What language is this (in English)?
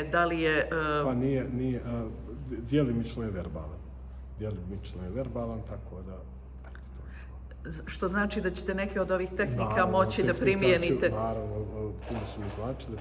Bosnian